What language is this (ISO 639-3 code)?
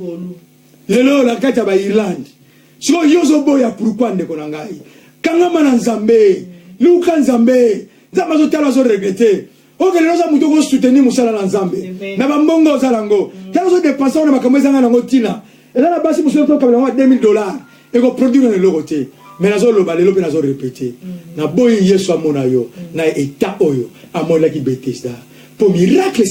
lin